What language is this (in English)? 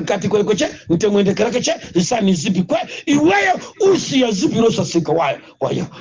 Nyanja